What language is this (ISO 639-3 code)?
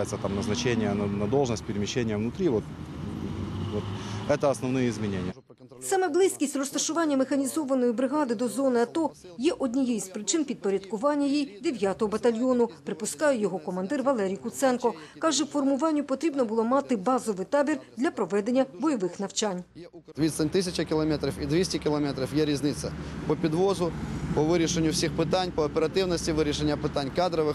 ukr